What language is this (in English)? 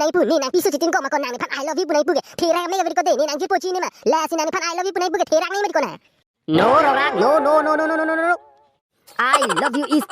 Karbi